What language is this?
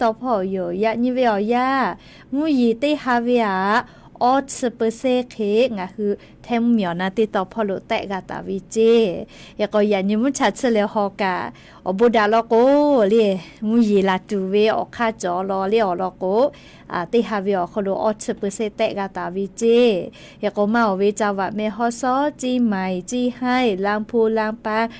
Lahu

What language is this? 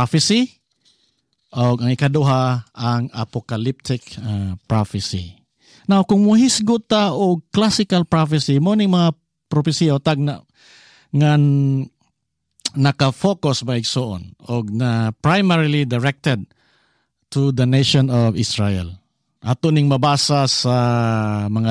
Cebuano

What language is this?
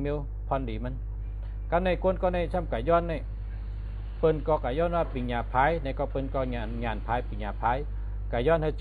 Shan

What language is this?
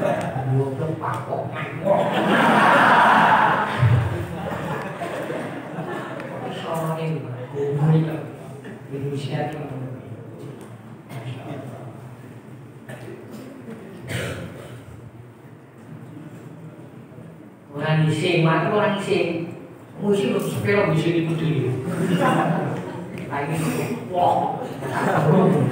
Indonesian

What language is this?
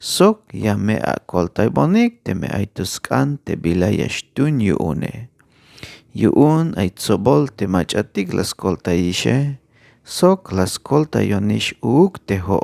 Tzeltal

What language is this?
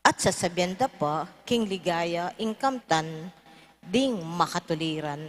Pampanga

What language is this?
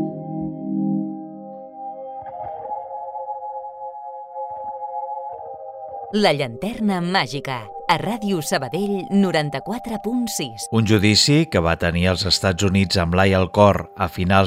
Catalan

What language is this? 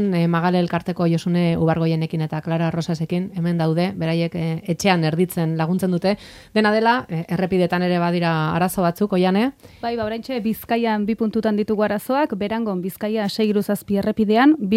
Basque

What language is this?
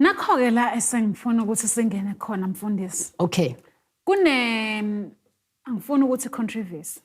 Zulu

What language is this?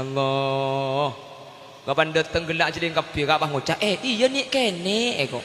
Madurese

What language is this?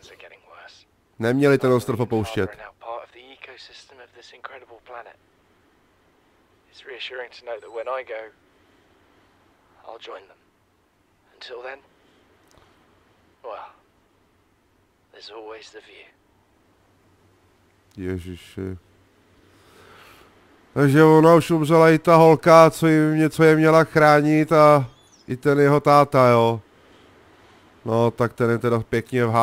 Czech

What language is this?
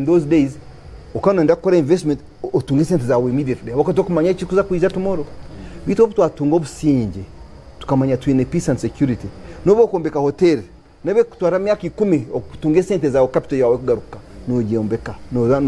Nyankole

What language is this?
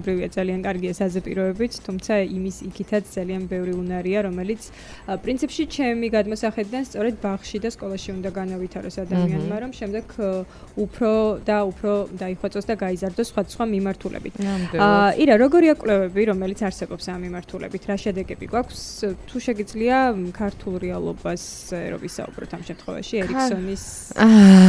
Georgian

